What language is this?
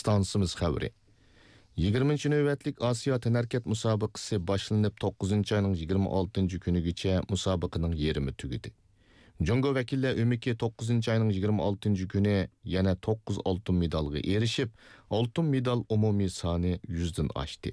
Uyghur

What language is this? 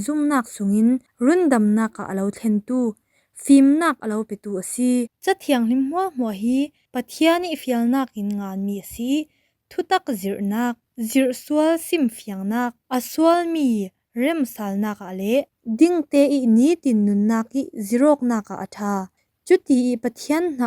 Falam Chin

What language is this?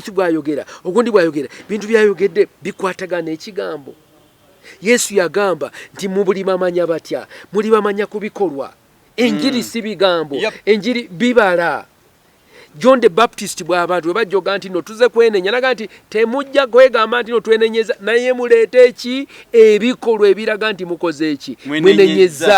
Ganda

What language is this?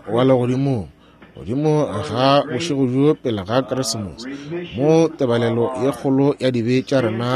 Northern Sotho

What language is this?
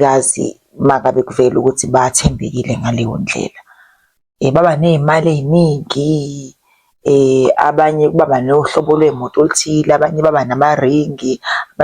Zulu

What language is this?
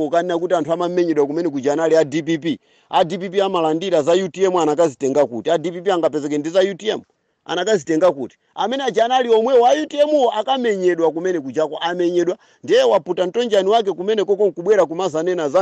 Nyanja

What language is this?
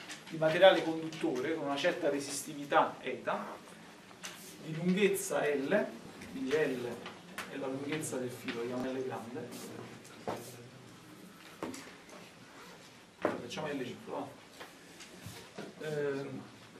Italian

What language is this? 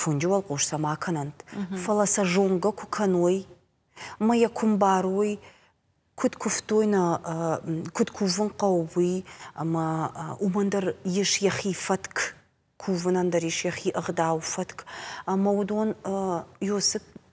Ossetic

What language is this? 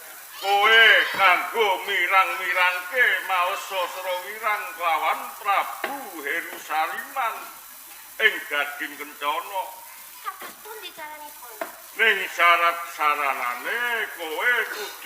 Javanese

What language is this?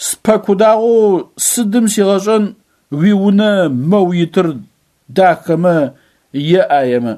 Adyghe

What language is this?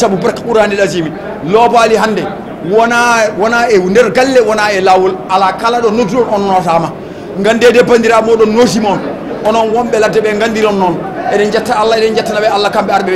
Fula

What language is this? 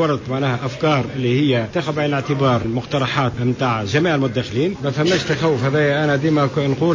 Tunisian Arabic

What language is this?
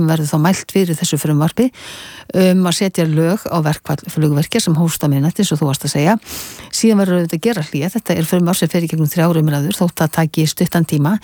Icelandic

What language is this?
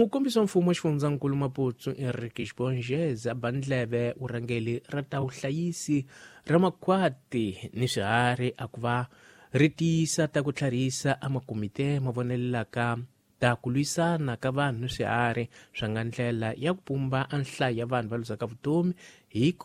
Tsonga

